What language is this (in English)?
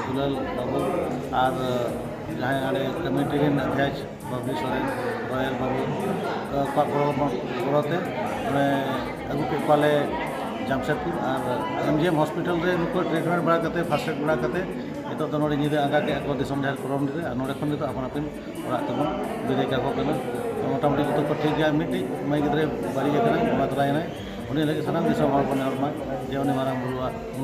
Santali